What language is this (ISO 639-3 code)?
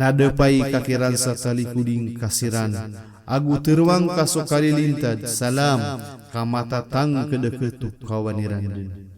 mrw